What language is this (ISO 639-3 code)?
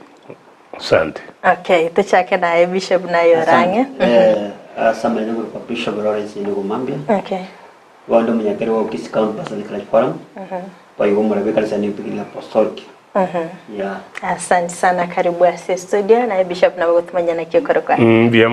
guz